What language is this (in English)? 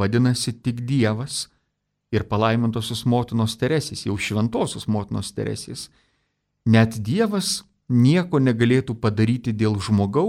Lithuanian